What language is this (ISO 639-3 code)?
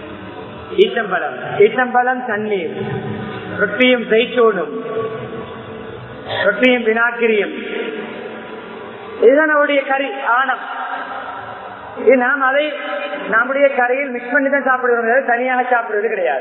tam